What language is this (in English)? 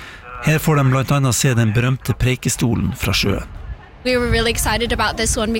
Norwegian